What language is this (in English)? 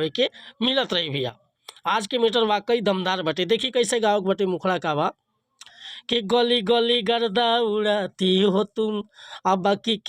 Bhojpuri